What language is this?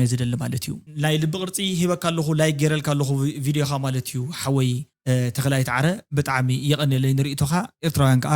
Tigrinya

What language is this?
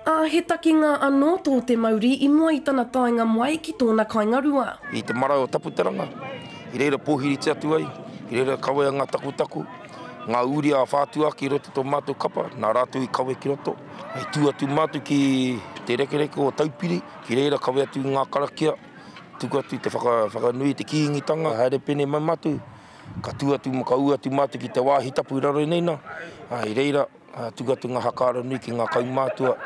Māori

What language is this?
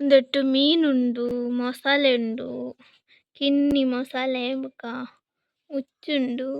Tulu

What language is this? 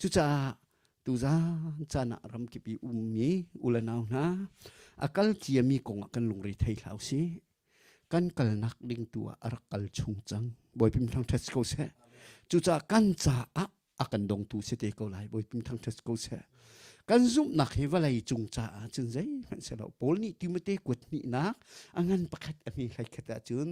Hakha Chin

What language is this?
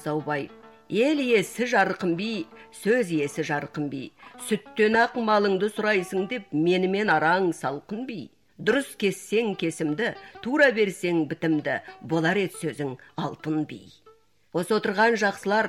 Kazakh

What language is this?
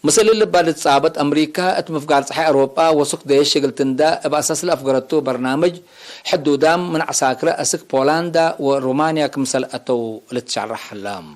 Tigre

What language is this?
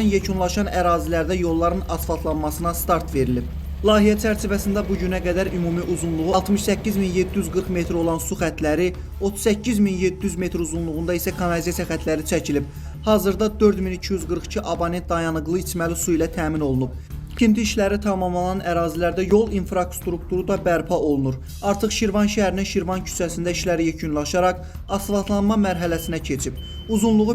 Azerbaijani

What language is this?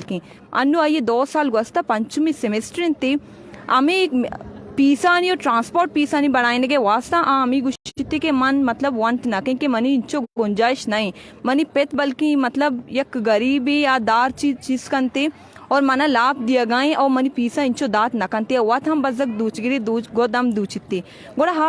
Baluchi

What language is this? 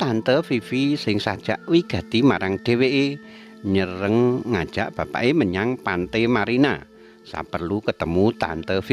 Javanese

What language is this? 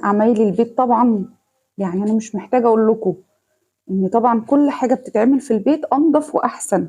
Egyptian Arabic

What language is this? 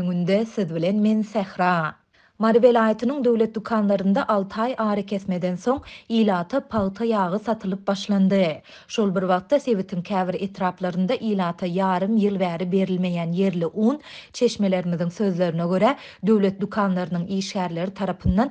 Turkmen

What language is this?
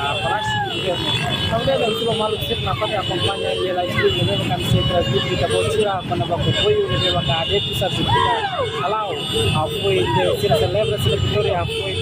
Tetum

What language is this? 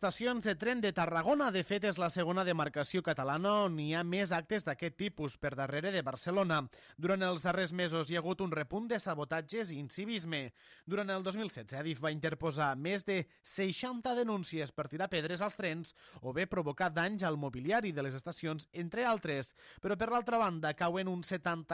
Catalan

